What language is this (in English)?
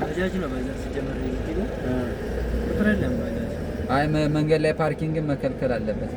Amharic